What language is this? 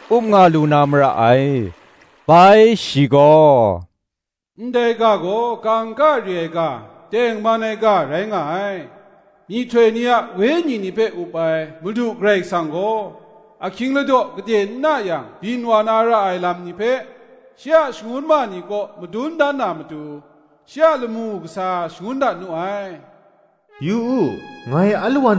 Kachin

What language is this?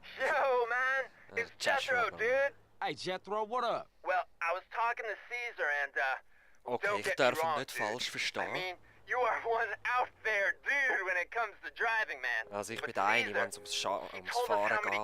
Swiss German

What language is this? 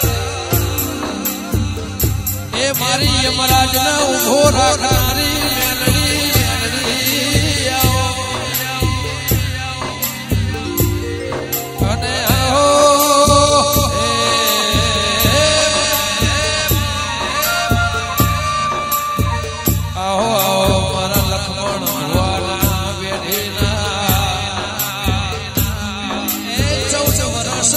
Gujarati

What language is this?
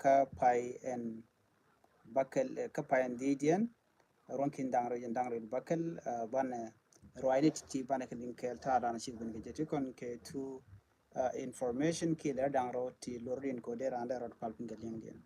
Nuer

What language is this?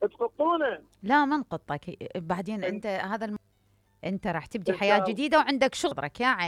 Mesopotamian Arabic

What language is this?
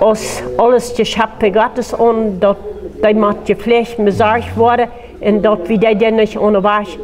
Plautdietsch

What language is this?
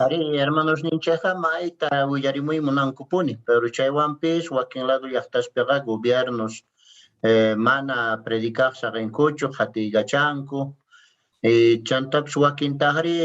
Quechua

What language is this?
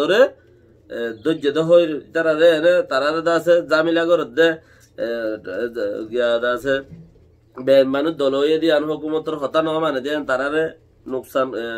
Rohingya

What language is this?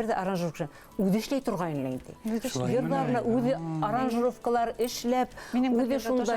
Bashkir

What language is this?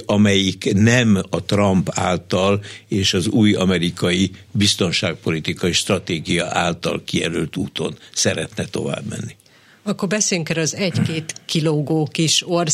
Hungarian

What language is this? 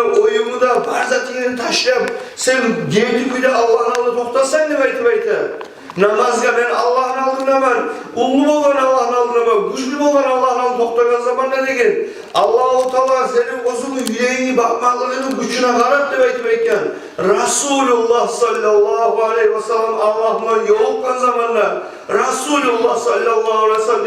Kumyk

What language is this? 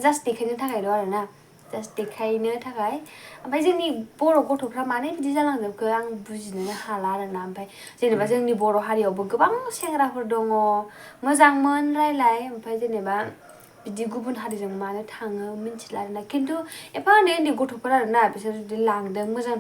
Bodo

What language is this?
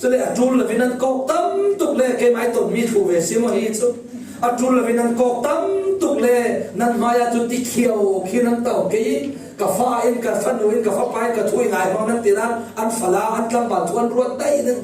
Falam Chin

